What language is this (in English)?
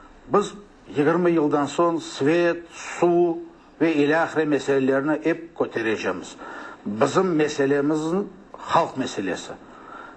Crimean Tatar